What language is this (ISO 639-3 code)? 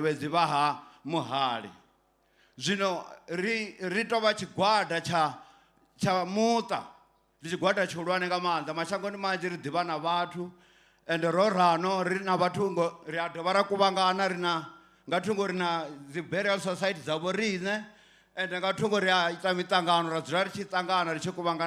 ven